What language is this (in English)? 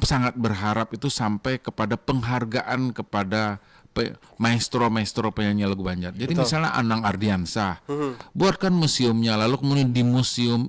Banjar